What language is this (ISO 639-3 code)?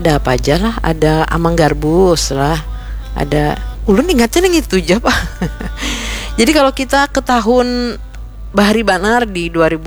bjn